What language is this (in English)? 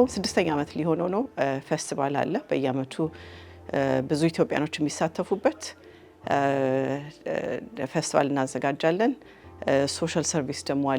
Amharic